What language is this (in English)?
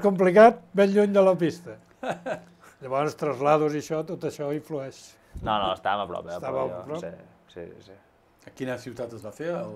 Catalan